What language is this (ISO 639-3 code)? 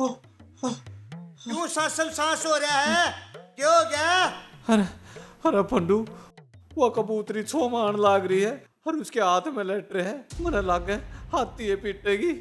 bgc